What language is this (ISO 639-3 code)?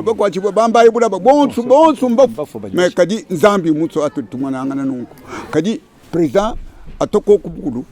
lua